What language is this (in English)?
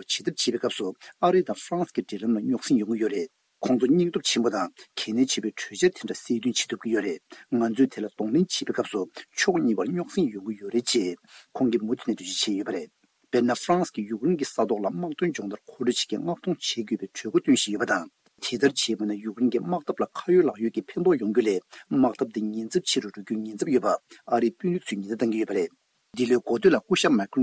Tibetan